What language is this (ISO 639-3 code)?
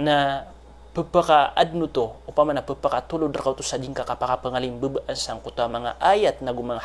mrw